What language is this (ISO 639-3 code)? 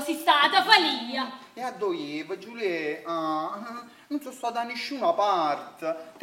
nap